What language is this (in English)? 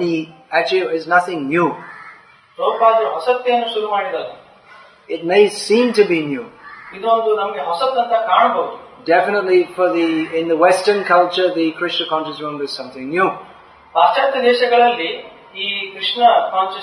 Kannada